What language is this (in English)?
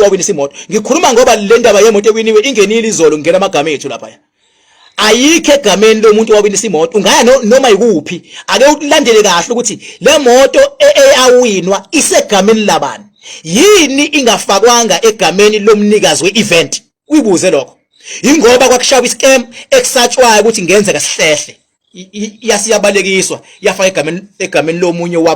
Zulu